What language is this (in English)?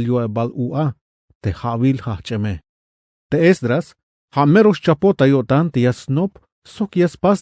Tzeltal